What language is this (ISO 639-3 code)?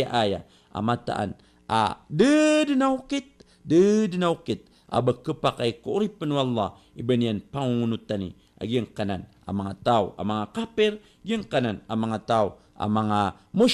mrw